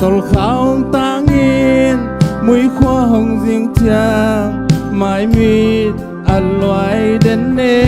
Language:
Tedim Chin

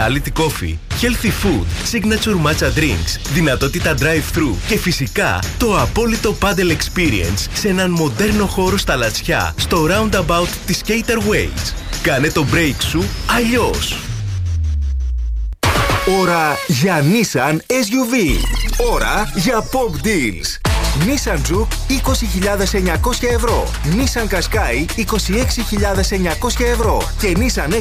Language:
Greek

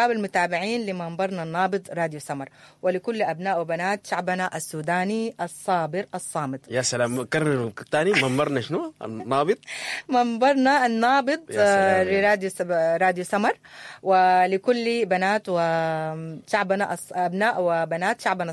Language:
Sudanese Arabic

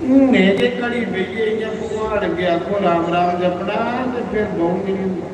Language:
Dogri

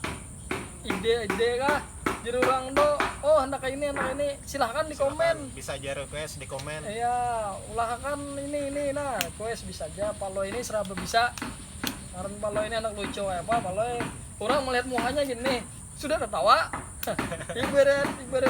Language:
Banjar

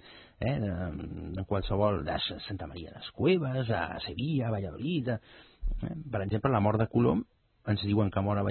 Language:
Catalan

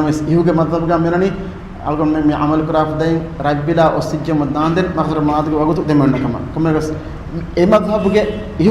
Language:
Divehi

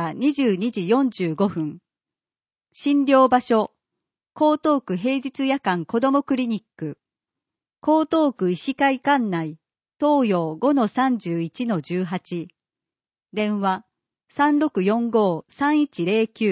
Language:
Japanese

